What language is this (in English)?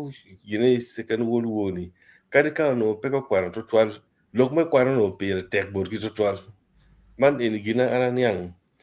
Acoli